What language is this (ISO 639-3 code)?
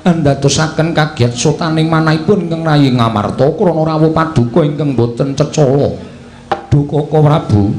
jav